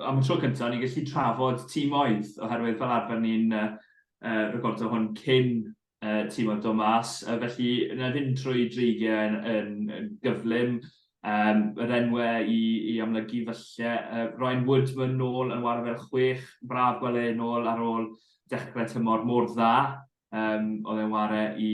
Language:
Welsh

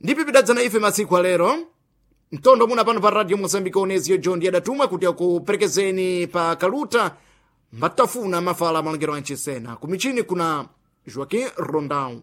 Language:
Sena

